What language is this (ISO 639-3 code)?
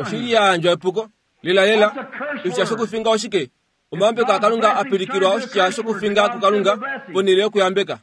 kua